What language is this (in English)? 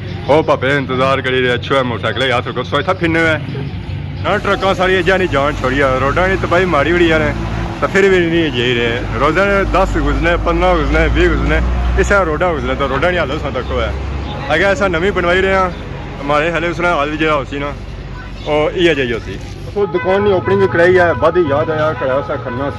Pahari-Potwari